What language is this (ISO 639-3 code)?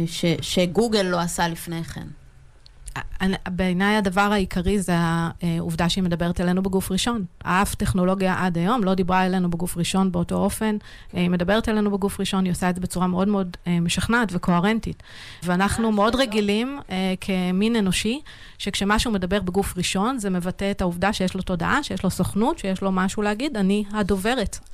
heb